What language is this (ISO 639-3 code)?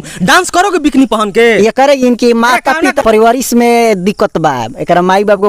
bho